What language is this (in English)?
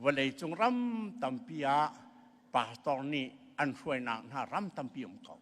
Hakha Chin